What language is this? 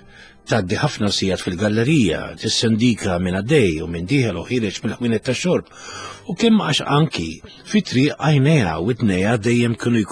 Maltese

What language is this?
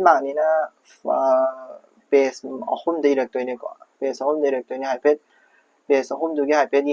Manipuri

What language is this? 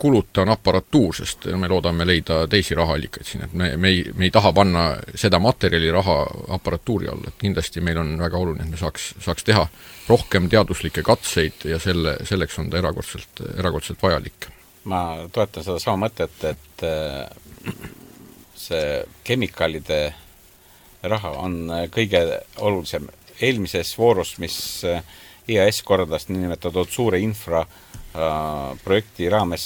Estonian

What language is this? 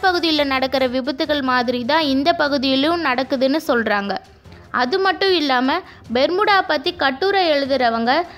Tamil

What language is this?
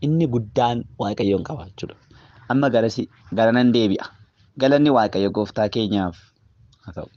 Oromo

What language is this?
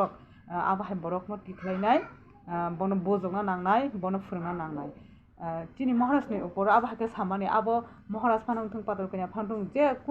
Kok Borok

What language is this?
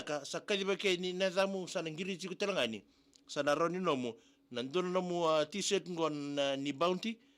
Fijian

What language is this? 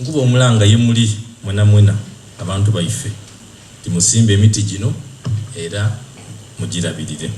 Soga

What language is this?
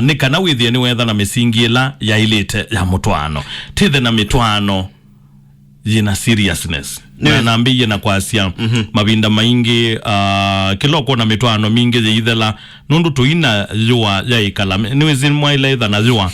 Kamba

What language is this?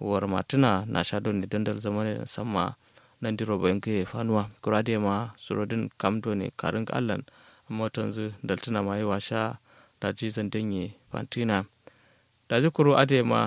Kanuri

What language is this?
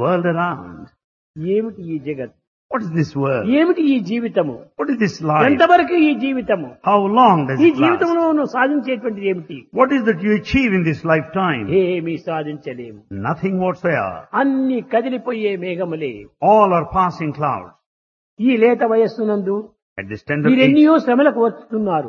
Telugu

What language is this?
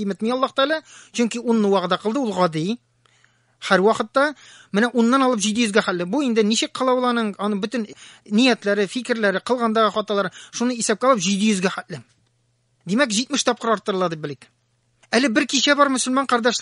Tatar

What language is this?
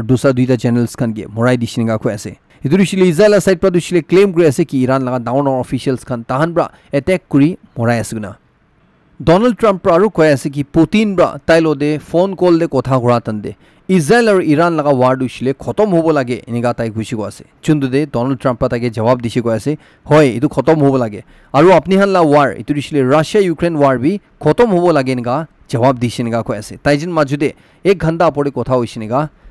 Naga Pidgin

